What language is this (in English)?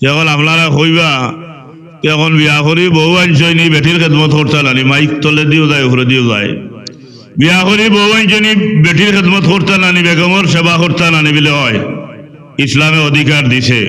Sylheti